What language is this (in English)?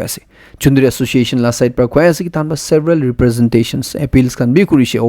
Naga Pidgin